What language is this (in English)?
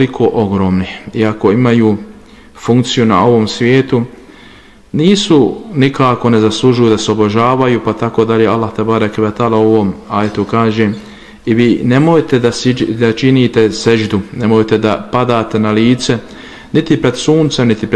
Bosnian